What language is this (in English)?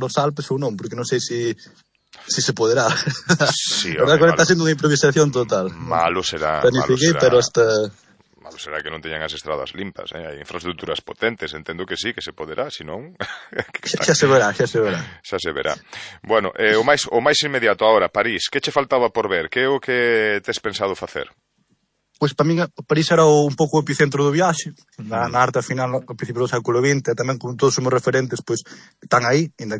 Galician